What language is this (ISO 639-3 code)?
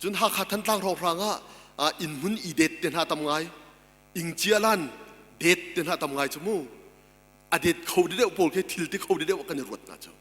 cnh